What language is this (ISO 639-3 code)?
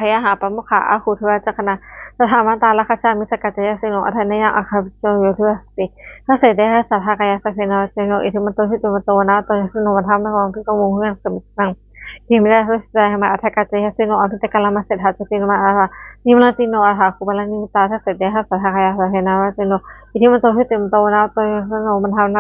pli